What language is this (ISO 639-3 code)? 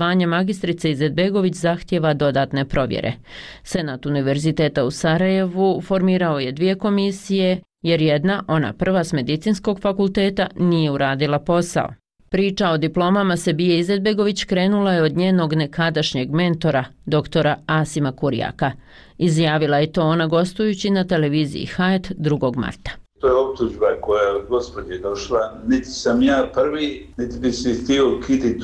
bos